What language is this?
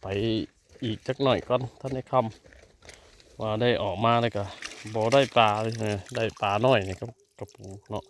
Northeastern Thai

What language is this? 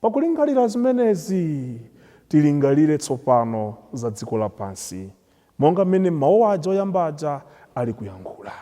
Nyanja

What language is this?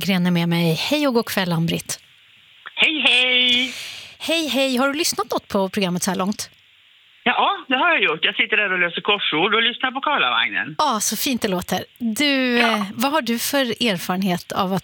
Swedish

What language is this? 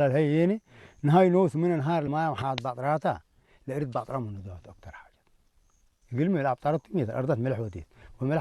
Tigre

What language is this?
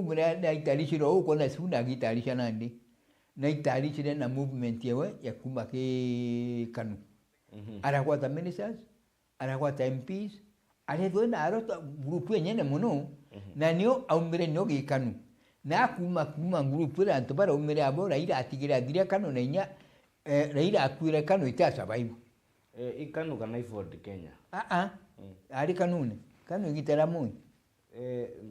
Meru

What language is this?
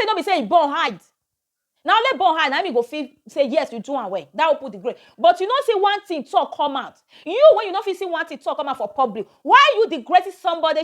Nigerian Pidgin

